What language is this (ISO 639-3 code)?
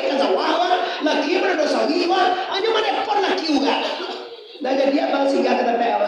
min